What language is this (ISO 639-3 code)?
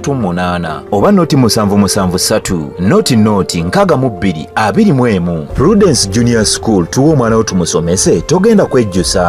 lug